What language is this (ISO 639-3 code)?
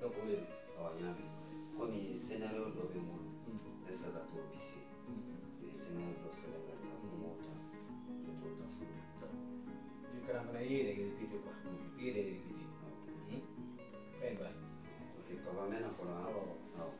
bam